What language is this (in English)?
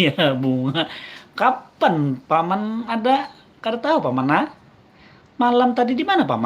Banjar